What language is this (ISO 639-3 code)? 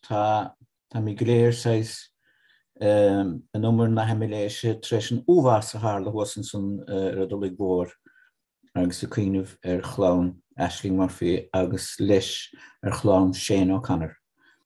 gle